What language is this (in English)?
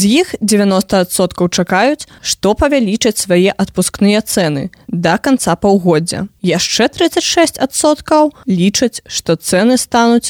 Belarusian